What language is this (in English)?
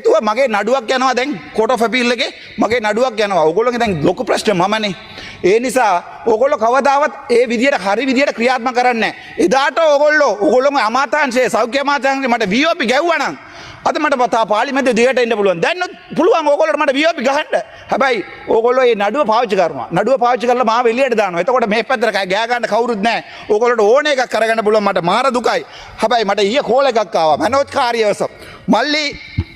Sinhala